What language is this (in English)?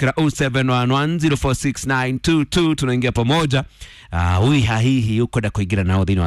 Kikuyu